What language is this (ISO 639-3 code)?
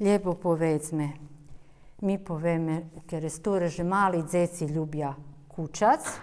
rue